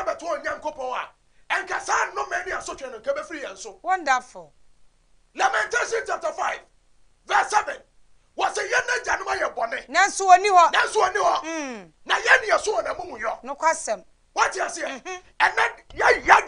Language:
Akan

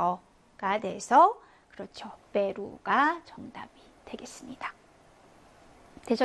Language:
Korean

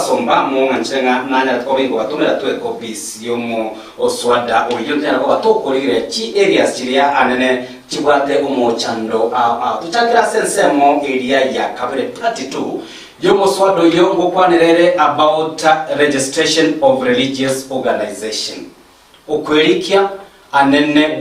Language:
Gusii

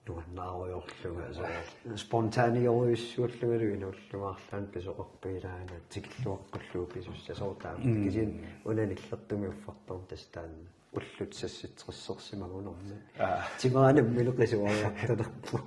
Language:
Kalaallisut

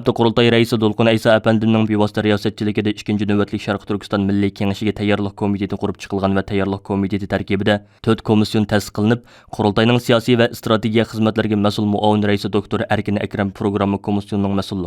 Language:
Uyghur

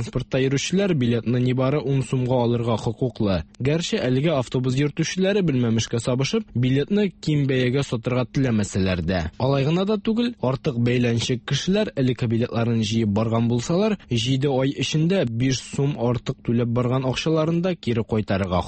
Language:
Tatar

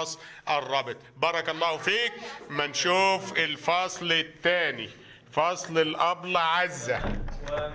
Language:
Egyptian Arabic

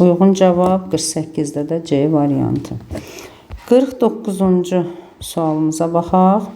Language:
Azerbaijani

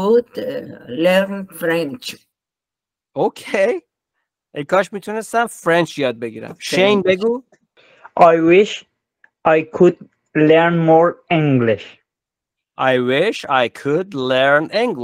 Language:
Persian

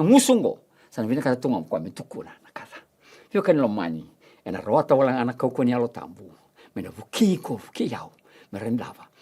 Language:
Fijian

